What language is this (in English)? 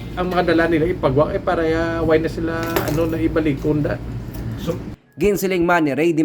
Hiligaynon